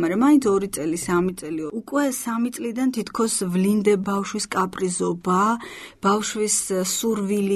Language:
Georgian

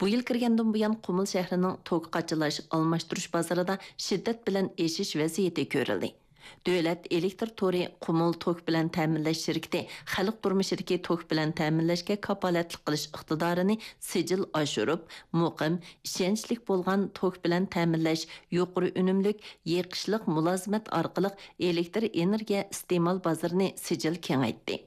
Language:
Uyghur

